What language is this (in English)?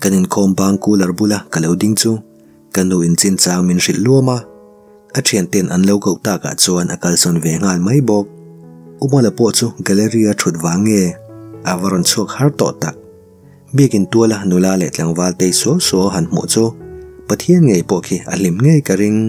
Mizo